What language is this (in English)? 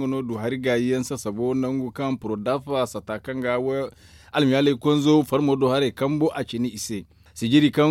Zarma